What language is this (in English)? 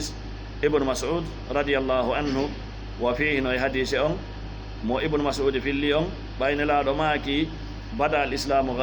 Fula